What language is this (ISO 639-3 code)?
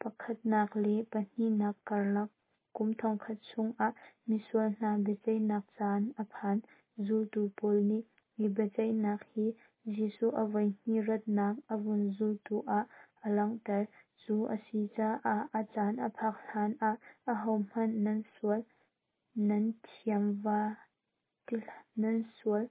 cnh